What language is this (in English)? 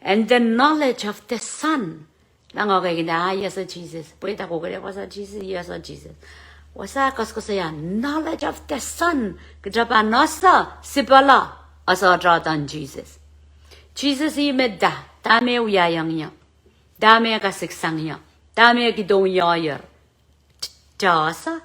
Pohnpeian